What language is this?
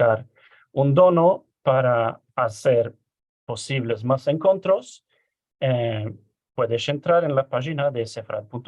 Ladino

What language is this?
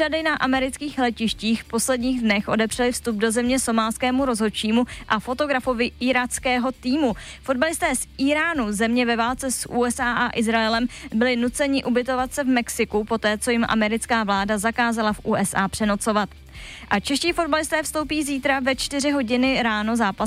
Czech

